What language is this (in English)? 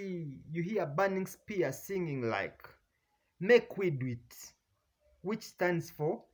Jamaican Creole English